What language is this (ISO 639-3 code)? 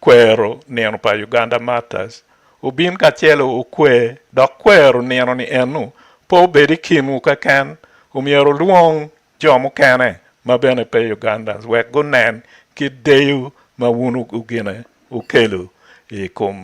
ach